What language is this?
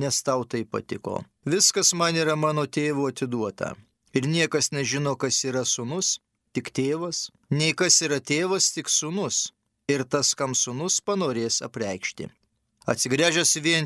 Lithuanian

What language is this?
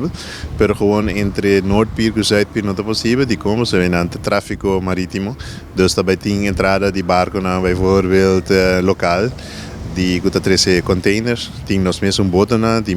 Papiamento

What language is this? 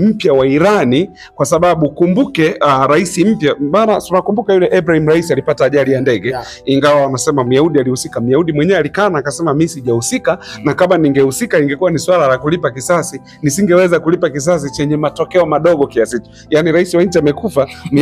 Swahili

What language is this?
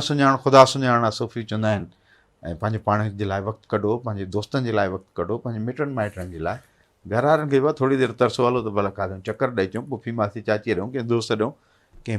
Sindhi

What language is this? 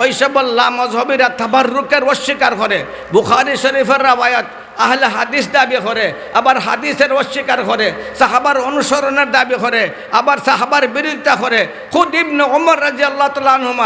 Sylheti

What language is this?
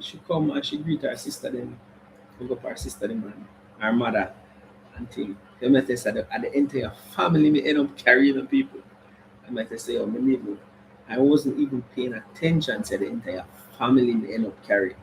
Jamaican Creole English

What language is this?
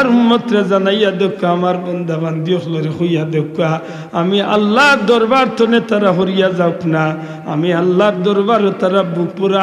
Sylheti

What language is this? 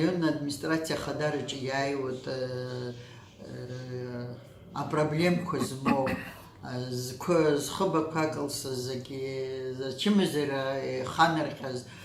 Abkhazian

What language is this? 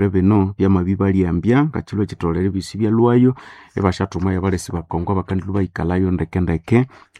Nande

